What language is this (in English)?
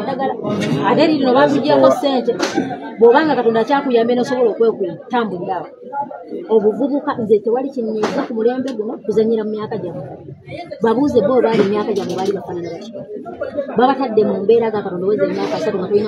Ganda